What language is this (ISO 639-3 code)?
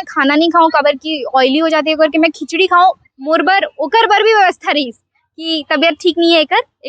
hne